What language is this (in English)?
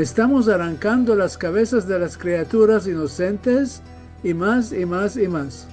Ladino